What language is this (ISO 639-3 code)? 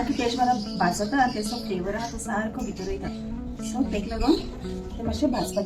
kok